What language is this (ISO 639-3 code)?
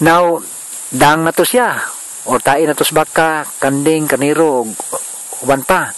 ceb